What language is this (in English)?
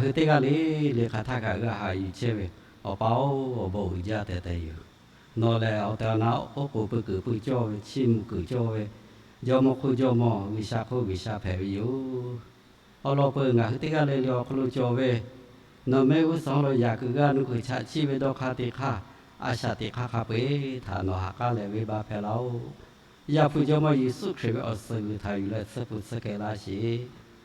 Lahu